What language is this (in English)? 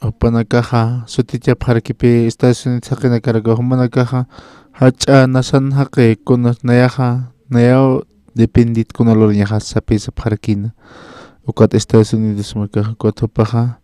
Aymara